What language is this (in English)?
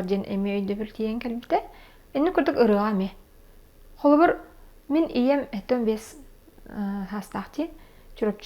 Yakut